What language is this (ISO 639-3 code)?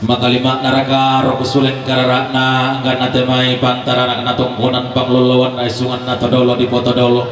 sda